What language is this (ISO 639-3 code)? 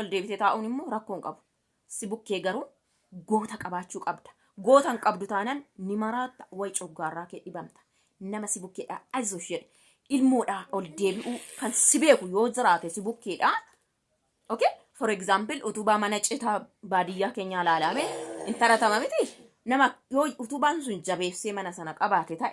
orm